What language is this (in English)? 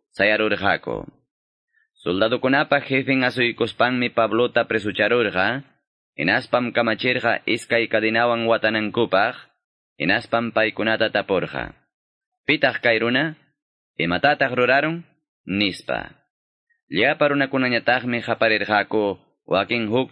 Ayacucho Quechua